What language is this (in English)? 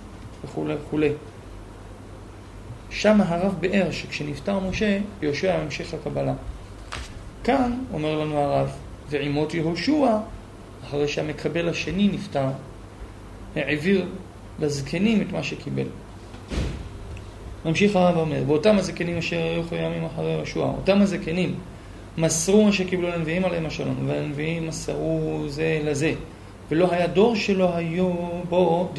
Hebrew